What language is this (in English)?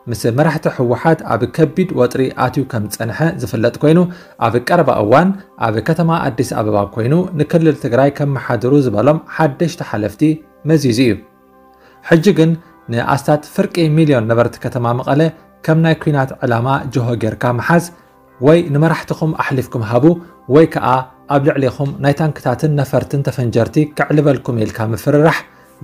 Tigrinya